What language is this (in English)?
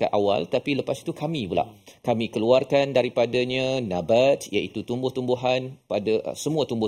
Malay